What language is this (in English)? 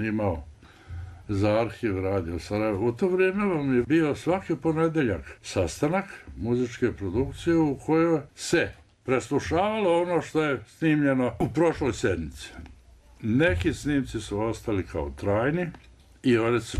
Bosnian